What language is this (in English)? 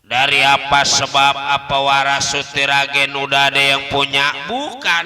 Betawi